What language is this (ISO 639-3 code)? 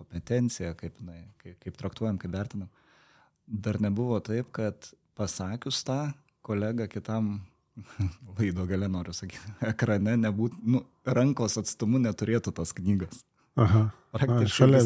lit